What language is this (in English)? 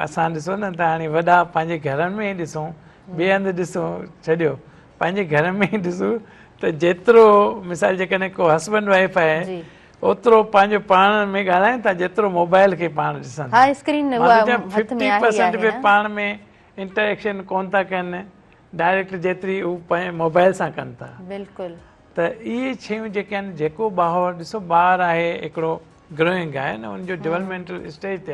Sindhi